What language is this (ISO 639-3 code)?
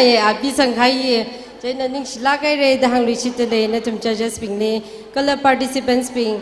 nmf